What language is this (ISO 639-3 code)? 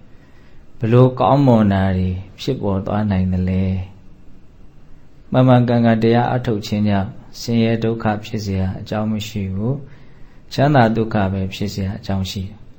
mya